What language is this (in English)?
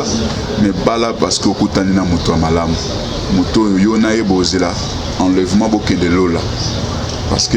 Lingala